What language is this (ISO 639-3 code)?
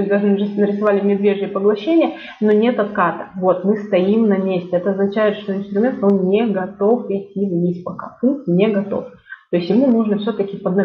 rus